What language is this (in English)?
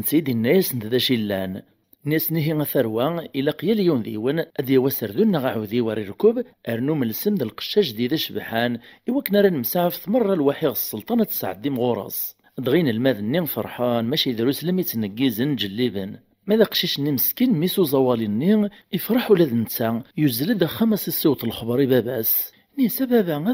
Kabyle